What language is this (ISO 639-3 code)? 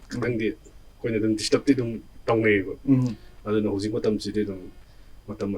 mni